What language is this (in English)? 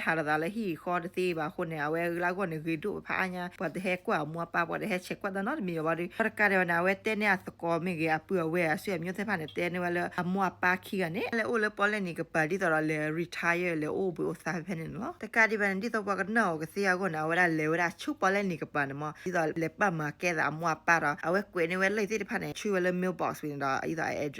S'gaw Karen